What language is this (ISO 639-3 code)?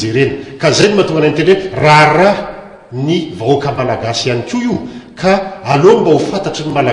mlg